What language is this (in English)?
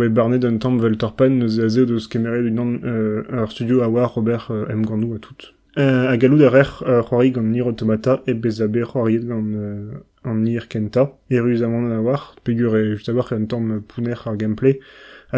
Breton